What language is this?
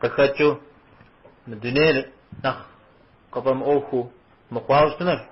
Kabardian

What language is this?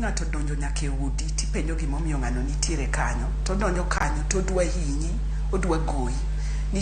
Luo (Kenya and Tanzania)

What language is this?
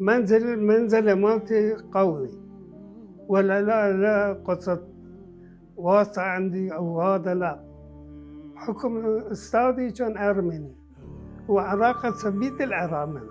Mesopotamian Arabic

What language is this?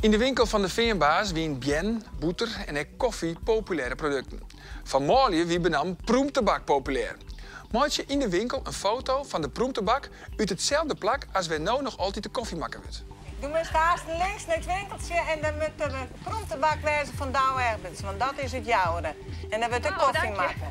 Western Frisian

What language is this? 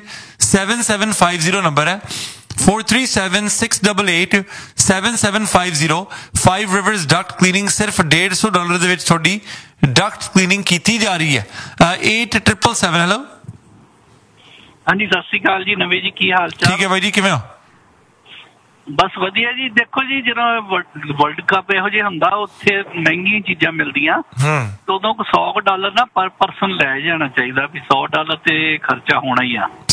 Punjabi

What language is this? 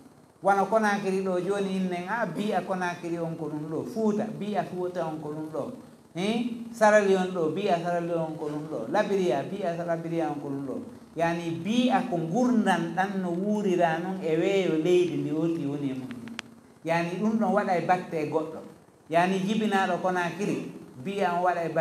Fula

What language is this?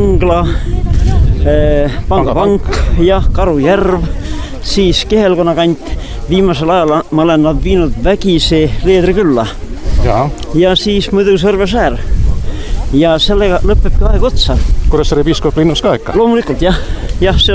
Estonian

